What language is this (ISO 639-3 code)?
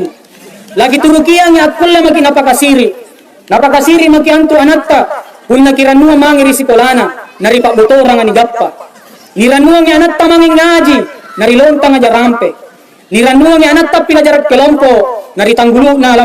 mak